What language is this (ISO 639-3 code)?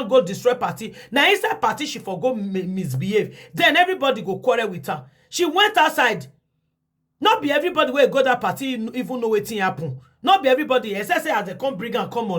pcm